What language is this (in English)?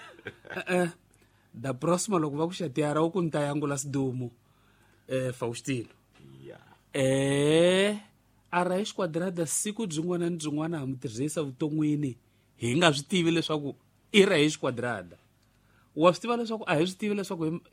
Tsonga